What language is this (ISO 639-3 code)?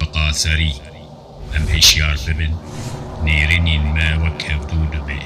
kur